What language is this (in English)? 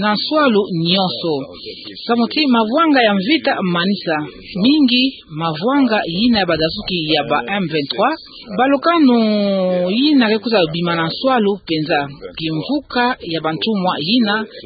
Kituba (Democratic Republic of Congo)